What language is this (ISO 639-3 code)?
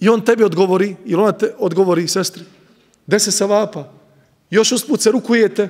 bos